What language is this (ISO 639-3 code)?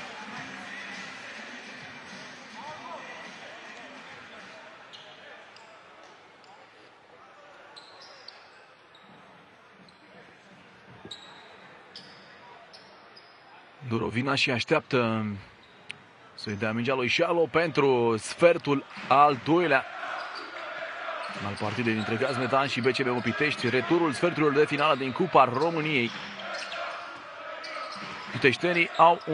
ron